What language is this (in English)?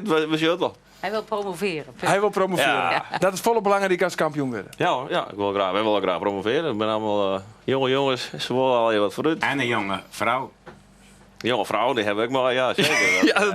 Western Frisian